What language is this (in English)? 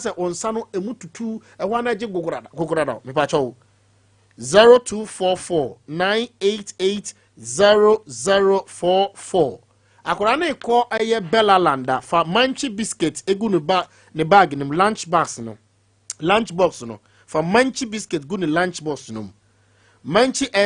Akan